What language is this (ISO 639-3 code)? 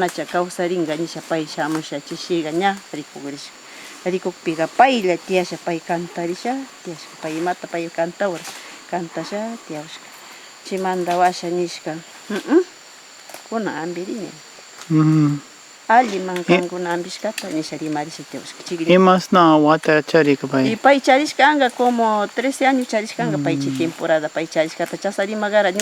qvz